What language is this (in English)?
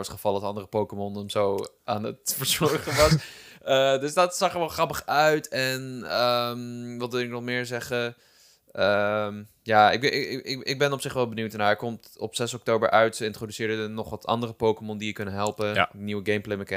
Dutch